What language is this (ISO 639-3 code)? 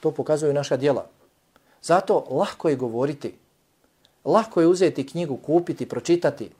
bos